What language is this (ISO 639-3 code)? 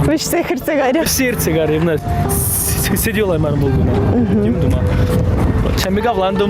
chv